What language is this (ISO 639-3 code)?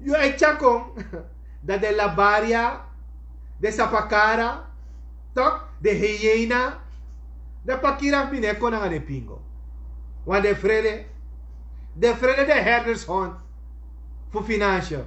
srn